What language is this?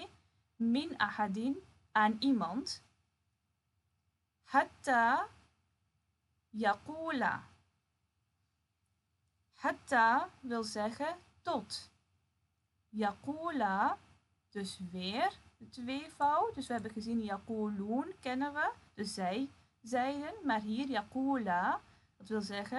Dutch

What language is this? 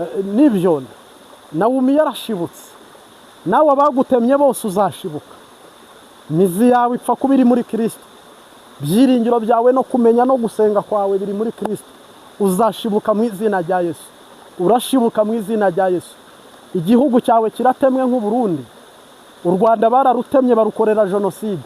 Kinyarwanda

